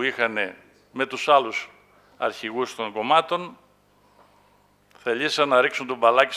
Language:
Greek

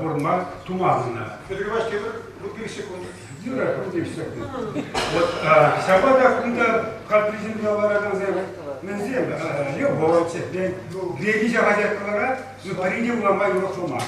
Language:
Chuvash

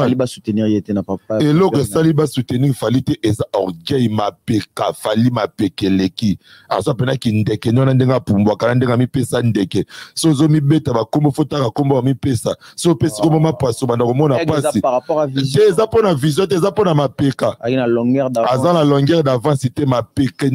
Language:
Lingala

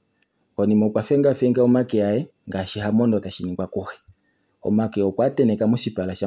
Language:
Kuanyama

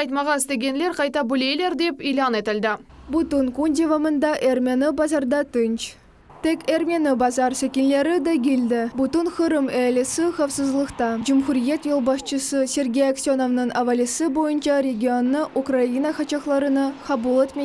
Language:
Crimean Tatar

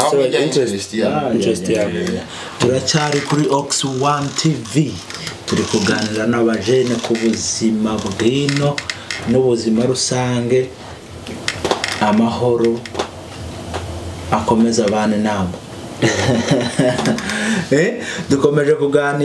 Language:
Kinyarwanda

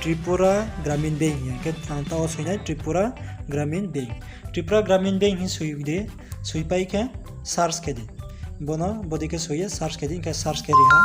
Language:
Riang (India)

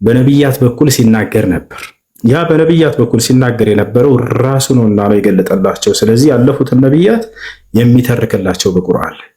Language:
Amharic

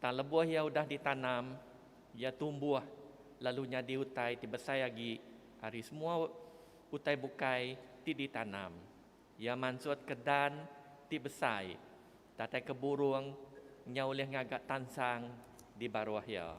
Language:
Iban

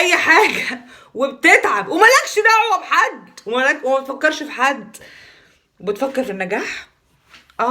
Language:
Egyptian Arabic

